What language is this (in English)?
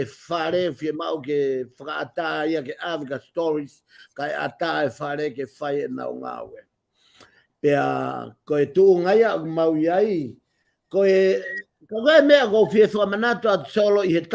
Tongan